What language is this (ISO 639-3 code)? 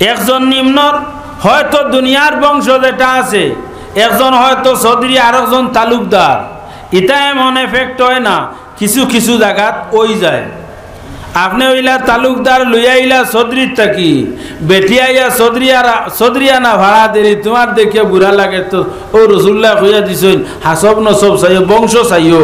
syl